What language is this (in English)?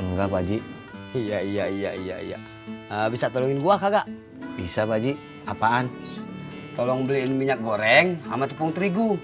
Betawi